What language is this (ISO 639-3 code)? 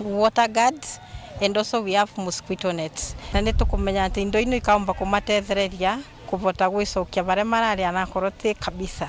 mer